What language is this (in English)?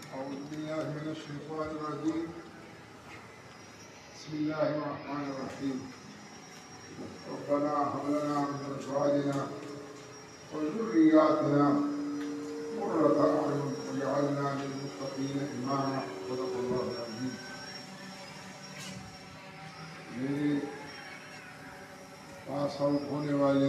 Urdu